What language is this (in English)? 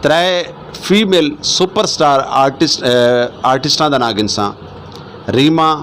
Western Panjabi